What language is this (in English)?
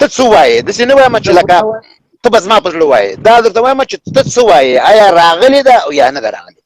Pashto